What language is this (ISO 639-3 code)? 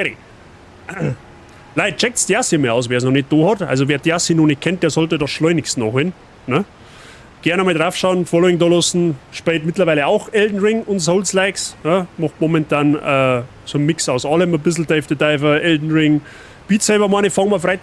bar